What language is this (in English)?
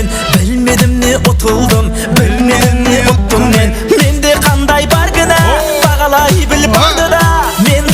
Kara-Kalpak